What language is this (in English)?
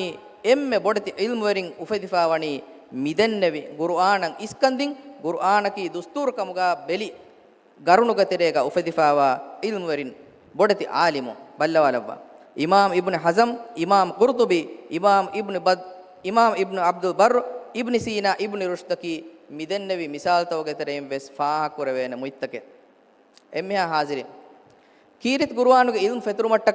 Divehi